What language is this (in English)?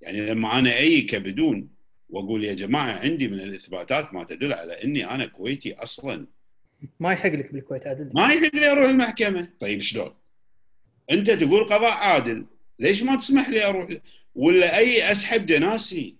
Gulf Arabic